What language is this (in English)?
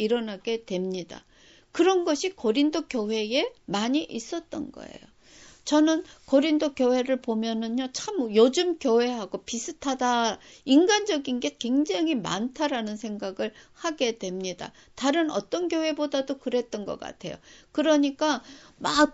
Korean